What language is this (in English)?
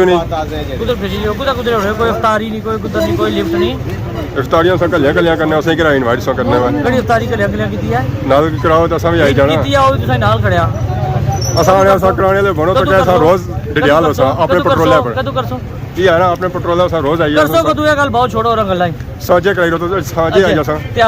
Pahari-Potwari